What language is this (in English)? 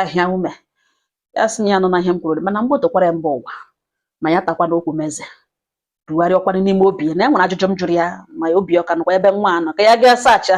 Igbo